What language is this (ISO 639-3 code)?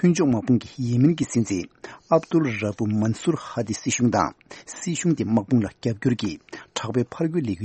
bod